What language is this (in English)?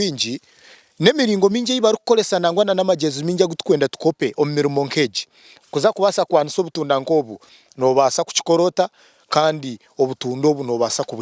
Nyankole